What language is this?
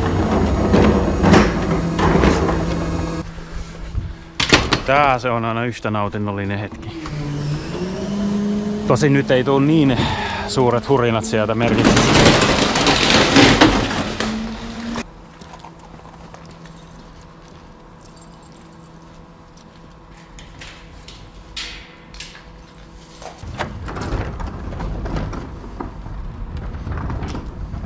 Finnish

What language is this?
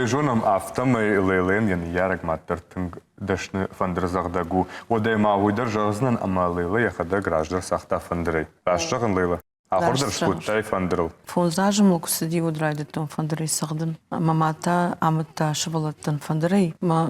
Ossetic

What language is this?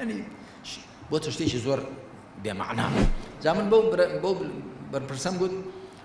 Central Kurdish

